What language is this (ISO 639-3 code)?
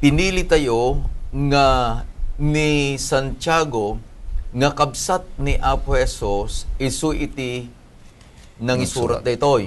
ilo